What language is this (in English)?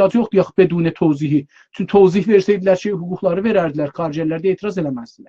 South Azerbaijani